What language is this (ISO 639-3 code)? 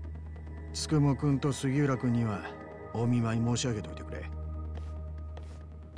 jpn